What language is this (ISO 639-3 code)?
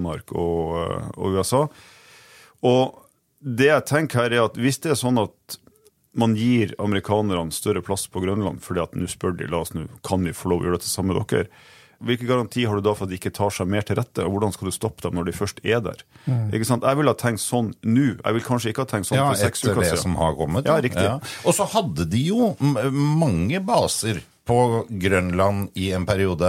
nor